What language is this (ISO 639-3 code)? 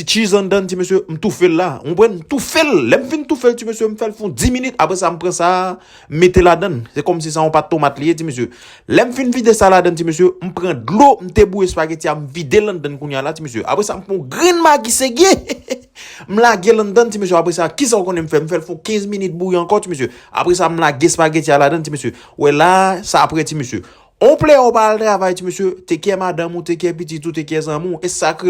hat